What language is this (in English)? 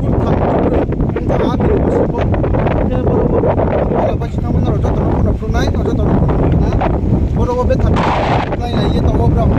Riang (India)